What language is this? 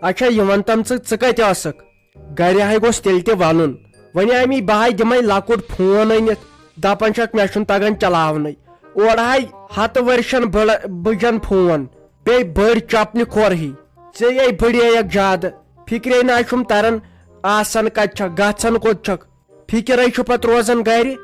Kashmiri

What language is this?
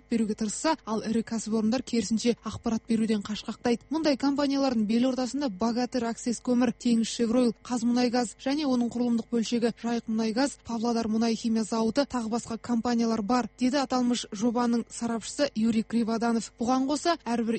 Kazakh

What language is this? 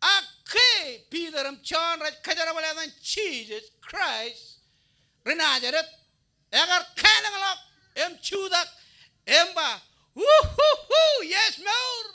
Marshallese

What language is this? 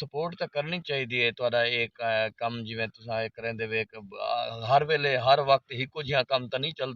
Saraiki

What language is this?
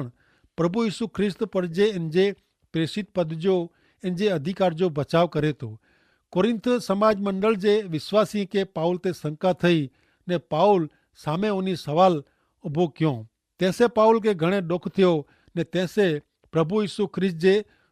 Kachhi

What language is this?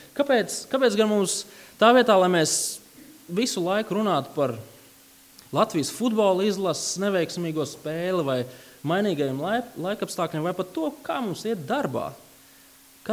Latvian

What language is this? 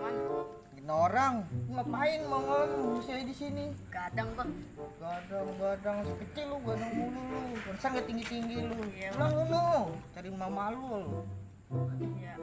Betawi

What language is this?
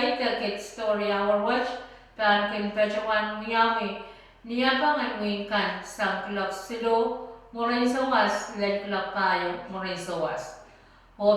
Pohnpeian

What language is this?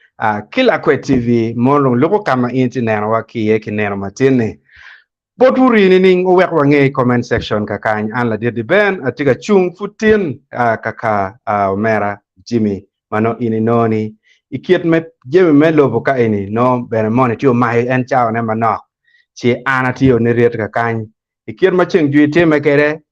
Acoli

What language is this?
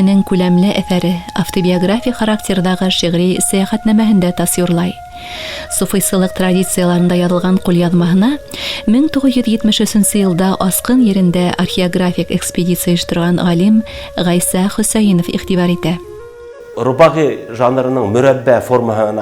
Bashkir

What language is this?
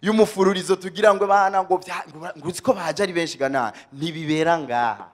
Rundi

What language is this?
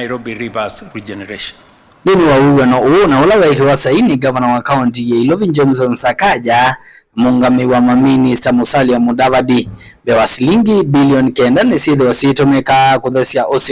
Kamba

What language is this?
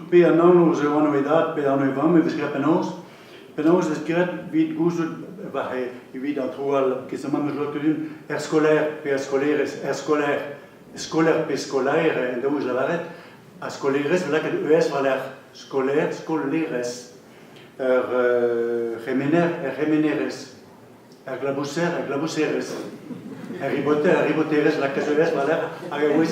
Breton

